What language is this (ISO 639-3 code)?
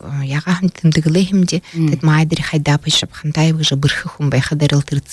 bua